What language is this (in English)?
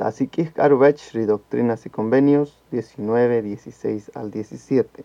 Kaqchikel